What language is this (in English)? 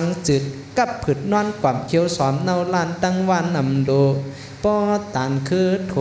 Shan